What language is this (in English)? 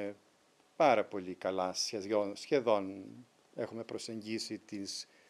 Greek